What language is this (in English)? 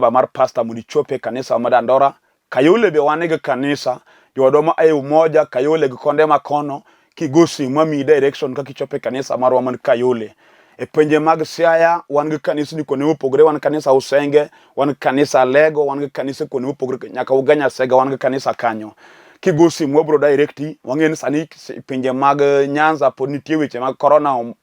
Luo (Kenya and Tanzania)